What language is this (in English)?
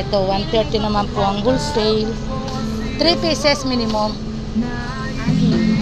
Filipino